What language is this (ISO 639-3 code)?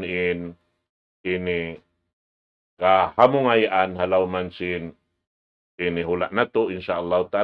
tsg